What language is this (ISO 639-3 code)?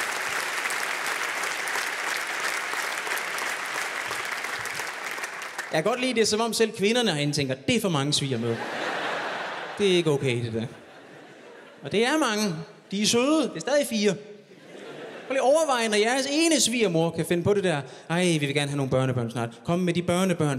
dan